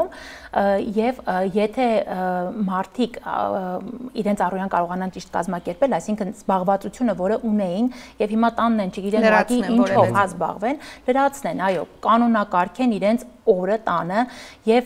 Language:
Armenian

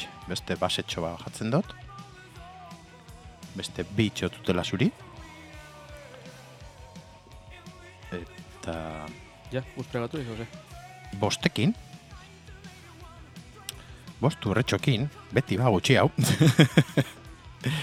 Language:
Basque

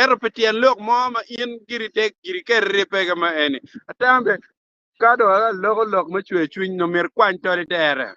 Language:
Acoli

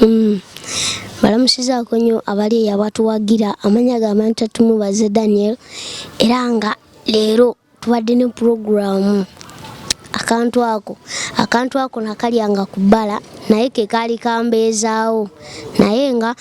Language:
Ganda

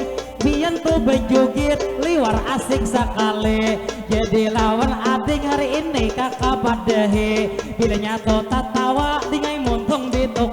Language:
Banjar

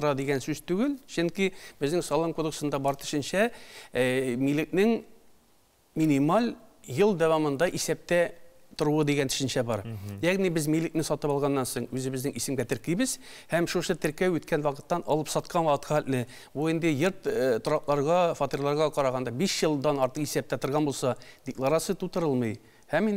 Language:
Tatar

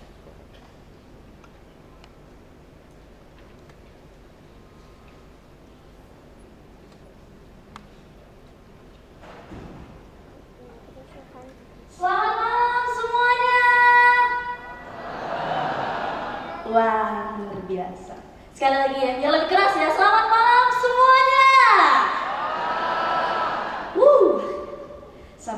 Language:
Indonesian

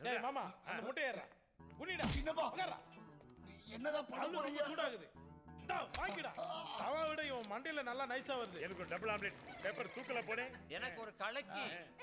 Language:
Tamil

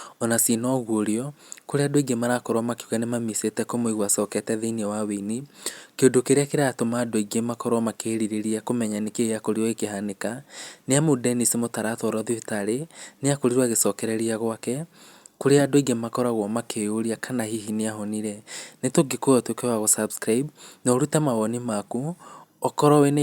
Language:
Kikuyu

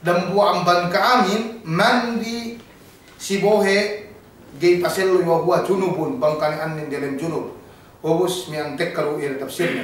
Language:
Yakan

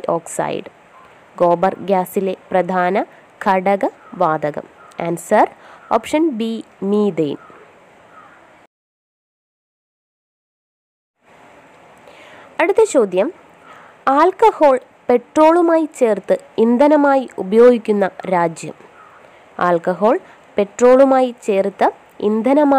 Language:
Malayalam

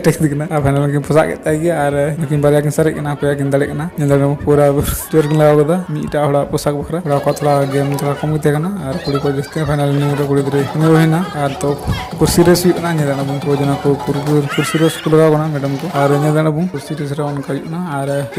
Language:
Santali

